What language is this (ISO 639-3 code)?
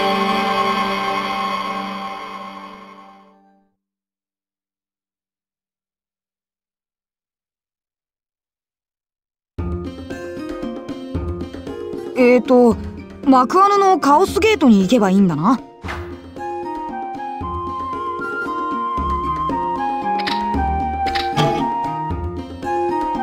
jpn